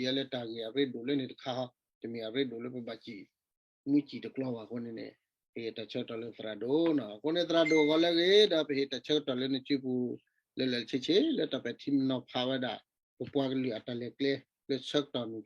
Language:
S'gaw Karen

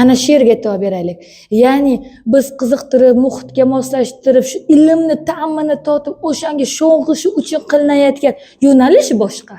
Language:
Uzbek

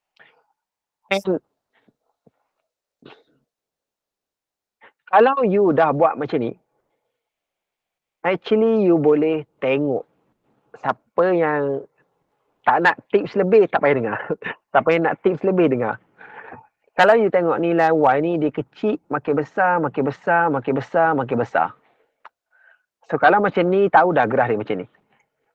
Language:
Malay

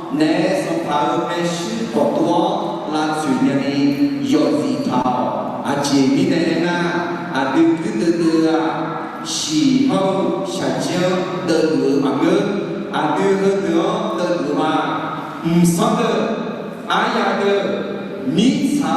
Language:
Akha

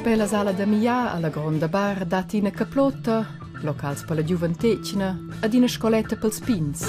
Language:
Romansh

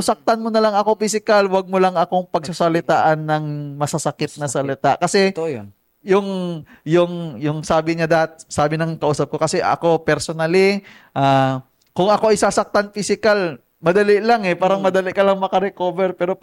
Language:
Filipino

